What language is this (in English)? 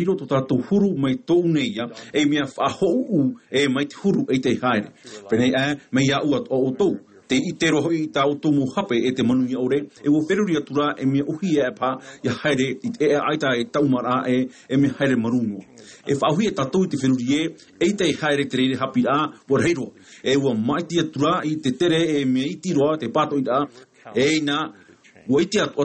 Tahitian